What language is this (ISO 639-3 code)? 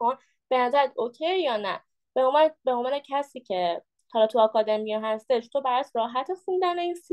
fas